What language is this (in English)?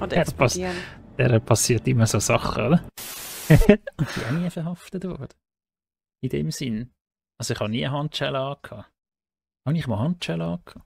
Swiss German